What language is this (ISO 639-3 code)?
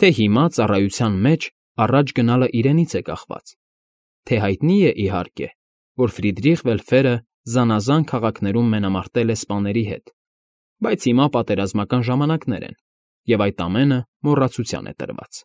hye